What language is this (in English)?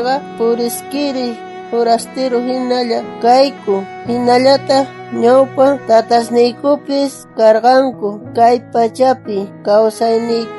South Bolivian Quechua